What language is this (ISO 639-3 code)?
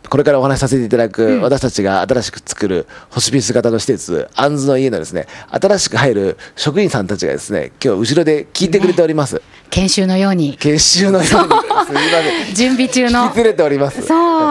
jpn